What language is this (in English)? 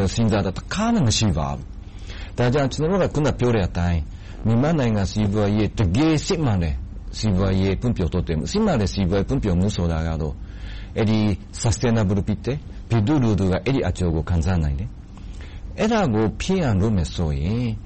Burmese